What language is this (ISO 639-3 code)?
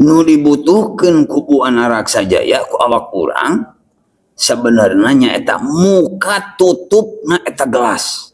sun